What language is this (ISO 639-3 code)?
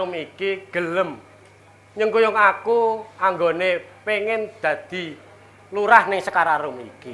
jav